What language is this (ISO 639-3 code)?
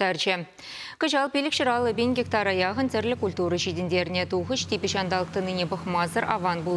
chv